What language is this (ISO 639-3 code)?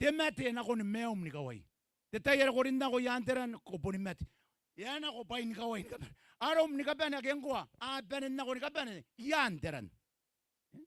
gil